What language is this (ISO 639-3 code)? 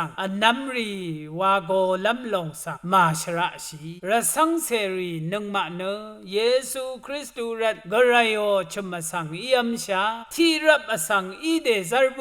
raw